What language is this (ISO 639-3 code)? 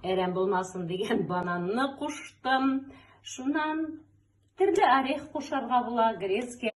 tat